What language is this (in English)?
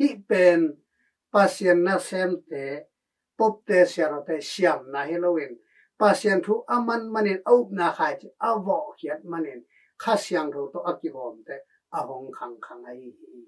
Tedim Chin